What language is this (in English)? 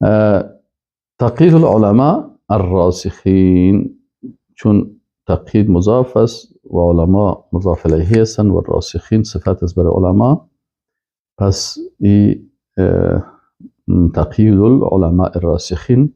Persian